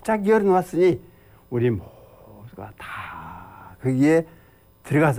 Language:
Korean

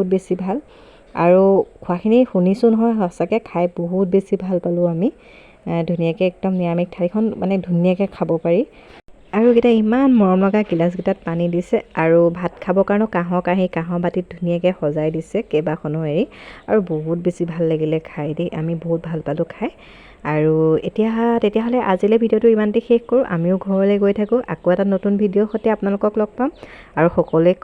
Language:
Assamese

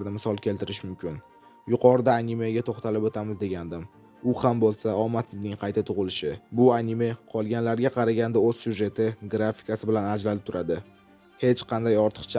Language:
Uzbek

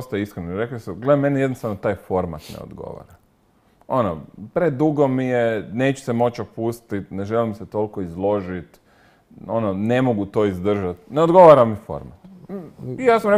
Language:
Croatian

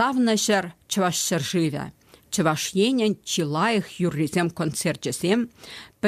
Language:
Chuvash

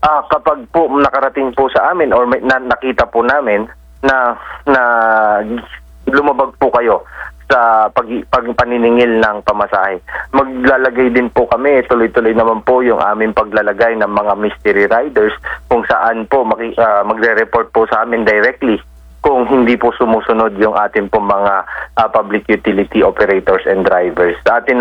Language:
Filipino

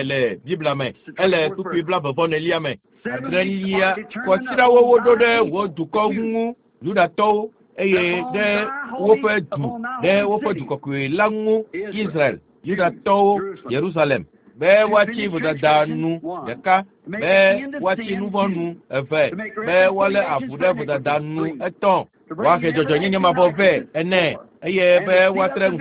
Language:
Ewe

